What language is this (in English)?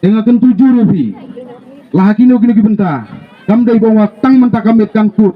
Khasi